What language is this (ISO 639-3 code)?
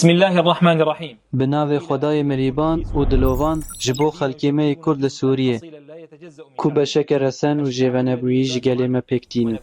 kur